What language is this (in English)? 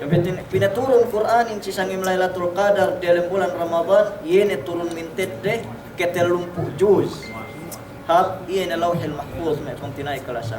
Yakan